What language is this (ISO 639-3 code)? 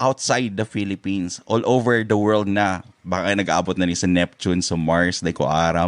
bik